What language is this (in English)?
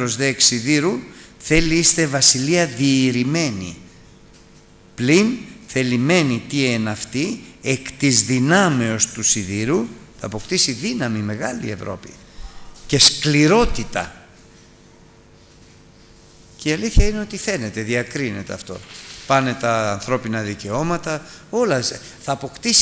Greek